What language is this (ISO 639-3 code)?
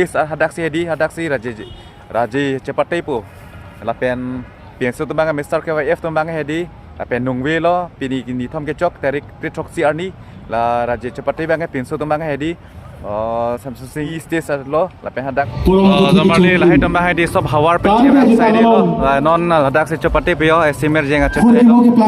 mjw